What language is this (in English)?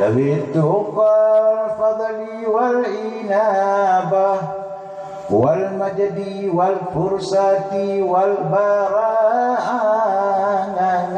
Achinese